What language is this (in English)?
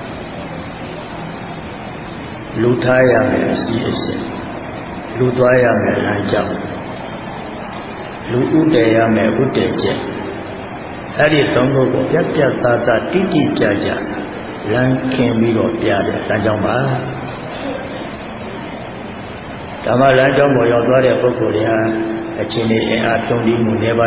Burmese